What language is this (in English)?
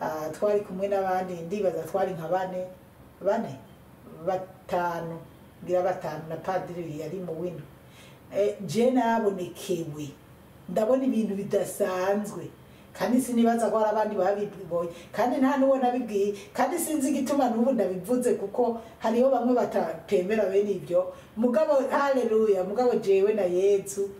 Rundi